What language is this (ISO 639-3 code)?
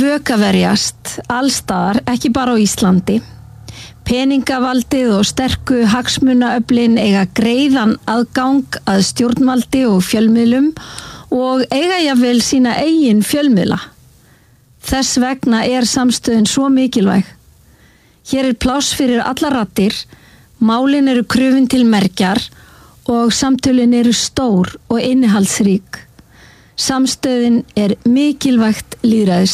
isl